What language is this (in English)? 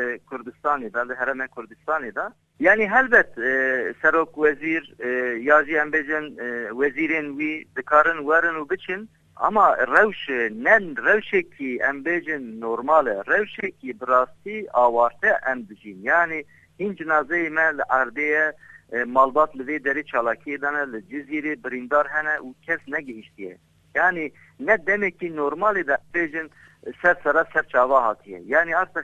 Kurdish